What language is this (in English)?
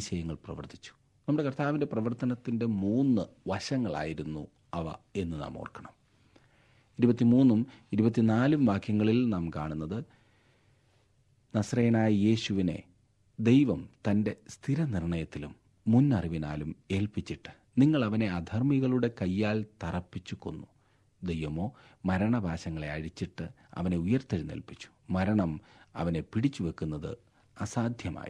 Malayalam